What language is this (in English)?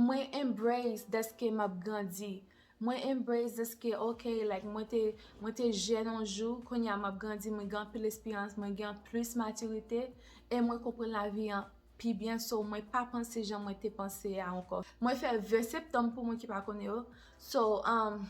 Haitian Creole